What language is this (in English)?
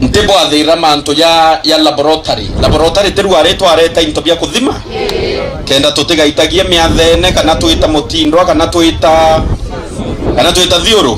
Meru